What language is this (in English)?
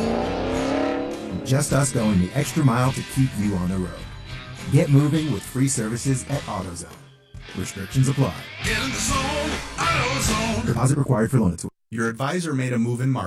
English